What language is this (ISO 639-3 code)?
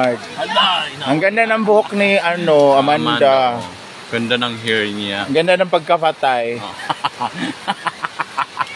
fil